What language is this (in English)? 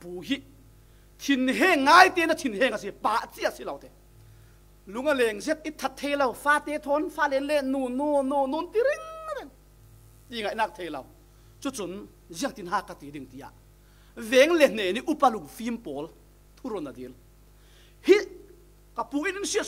Falam Chin